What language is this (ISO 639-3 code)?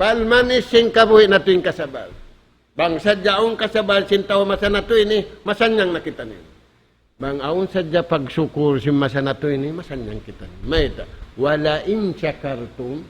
tsg